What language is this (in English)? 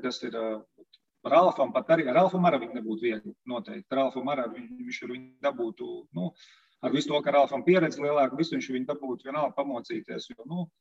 Latvian